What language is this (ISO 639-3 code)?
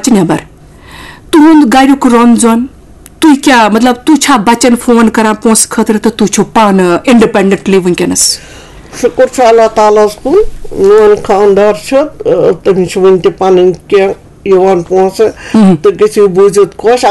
kas